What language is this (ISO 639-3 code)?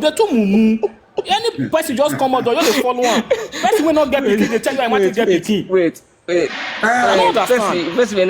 pcm